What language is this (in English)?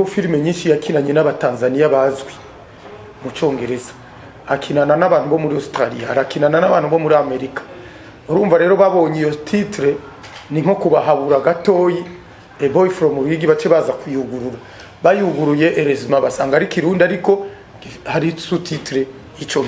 Rundi